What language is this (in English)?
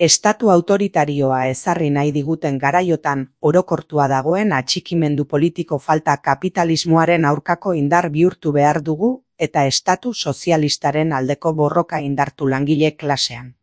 Basque